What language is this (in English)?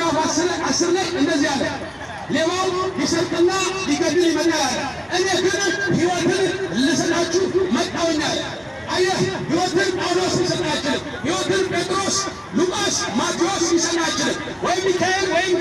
Amharic